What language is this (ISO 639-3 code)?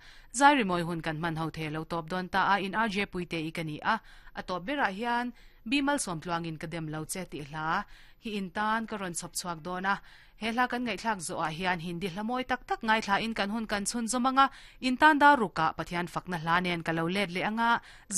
lus